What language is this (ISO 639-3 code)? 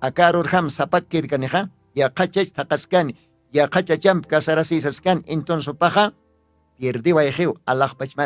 aym